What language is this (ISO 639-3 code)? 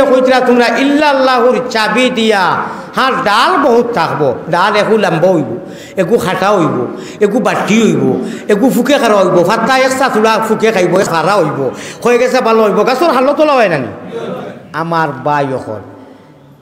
syl